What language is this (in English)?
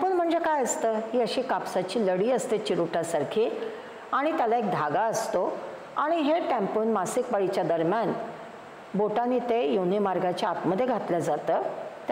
Marathi